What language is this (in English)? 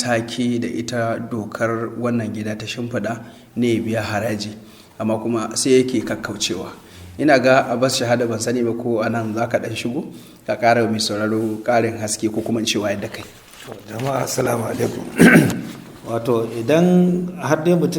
Hausa